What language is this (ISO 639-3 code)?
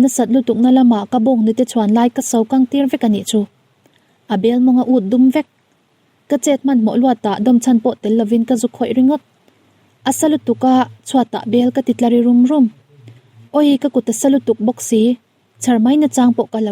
lus